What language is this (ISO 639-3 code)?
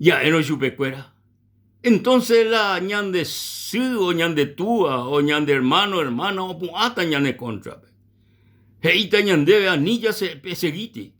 grn